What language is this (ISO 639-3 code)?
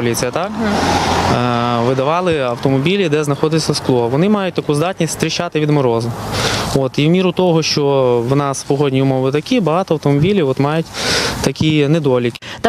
ukr